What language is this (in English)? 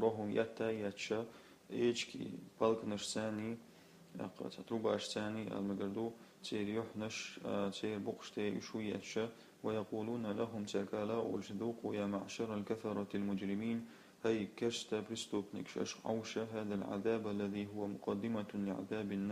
Chechen